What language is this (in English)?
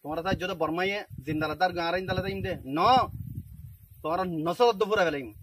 Rohingya